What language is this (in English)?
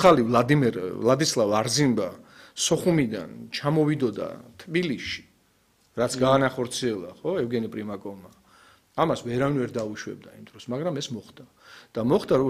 Georgian